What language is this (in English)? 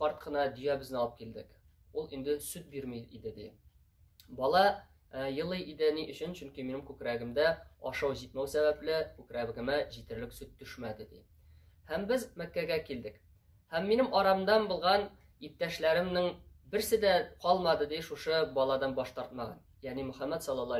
Tatar